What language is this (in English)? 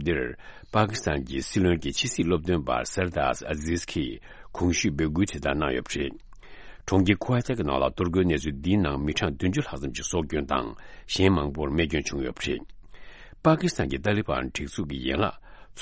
Tibetan